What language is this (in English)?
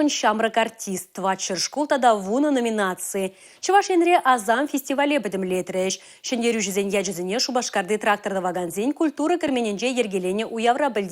Chuvash